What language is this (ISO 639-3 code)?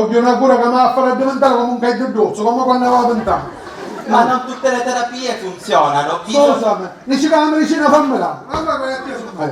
scn